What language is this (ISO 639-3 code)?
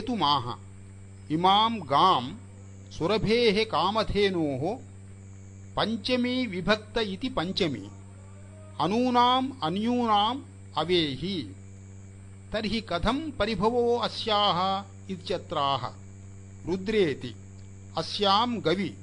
san